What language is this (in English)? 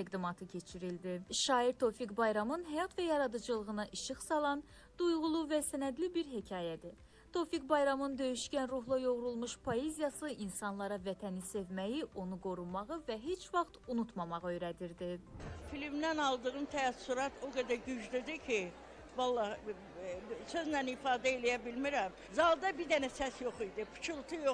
Azerbaijani